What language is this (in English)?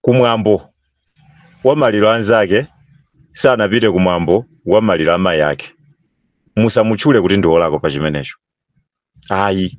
Nyanja